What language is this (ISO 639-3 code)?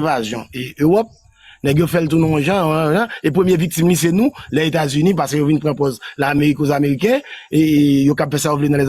hat